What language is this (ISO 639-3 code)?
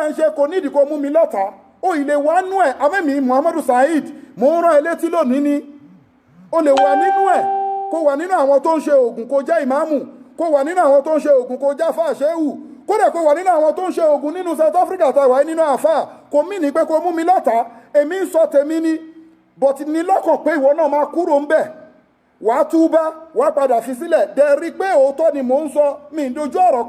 yor